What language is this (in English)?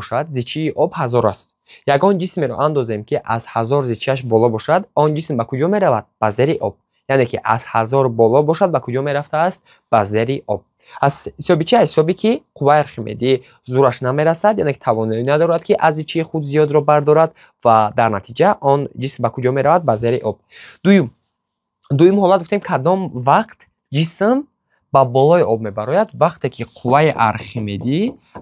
Tajik